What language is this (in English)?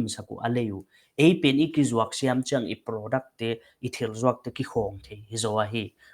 Paite Chin